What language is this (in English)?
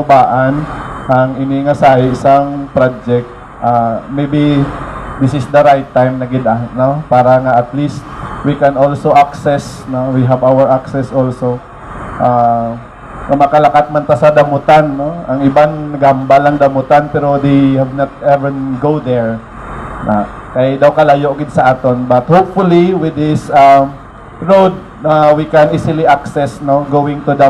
Hiligaynon